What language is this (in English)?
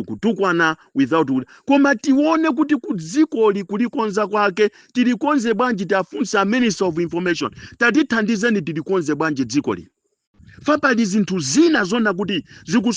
Nyanja